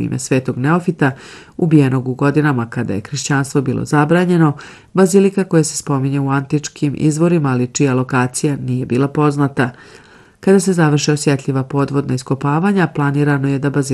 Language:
Serbian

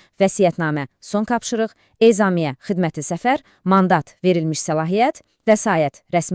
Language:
Azerbaijani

